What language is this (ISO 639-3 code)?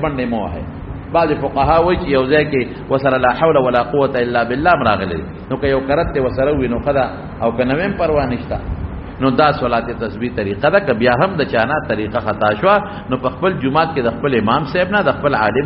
pus